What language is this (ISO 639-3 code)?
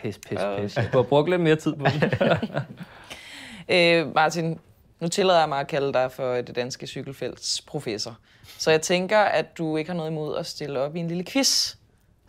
dan